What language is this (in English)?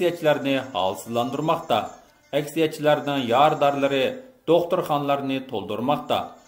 Uyghur